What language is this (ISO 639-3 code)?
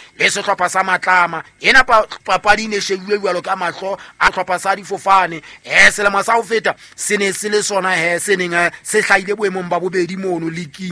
sot